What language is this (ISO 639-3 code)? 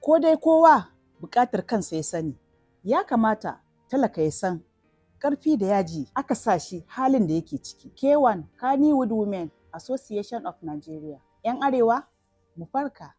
hau